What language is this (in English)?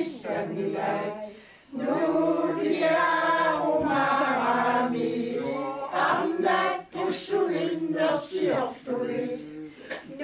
Kalaallisut